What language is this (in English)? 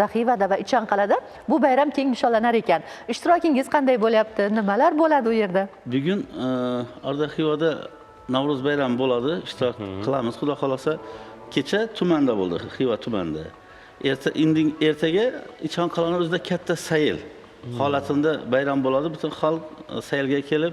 Uzbek